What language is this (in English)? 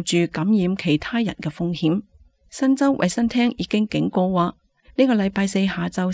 Cantonese